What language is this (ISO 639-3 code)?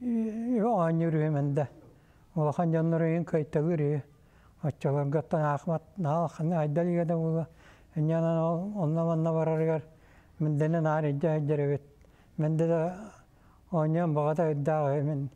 sah